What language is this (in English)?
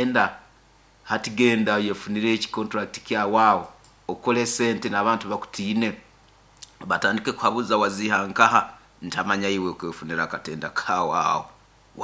Nyoro